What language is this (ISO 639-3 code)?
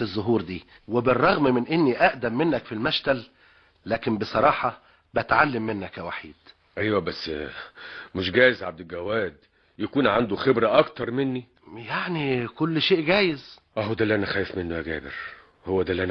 arz